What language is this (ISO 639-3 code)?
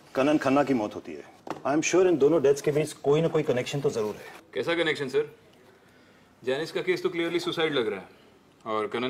hin